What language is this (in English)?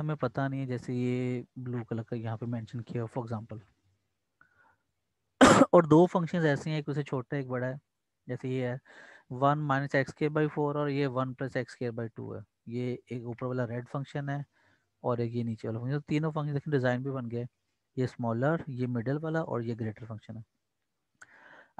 Hindi